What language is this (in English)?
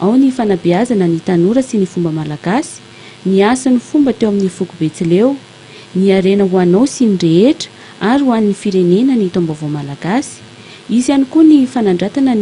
Malagasy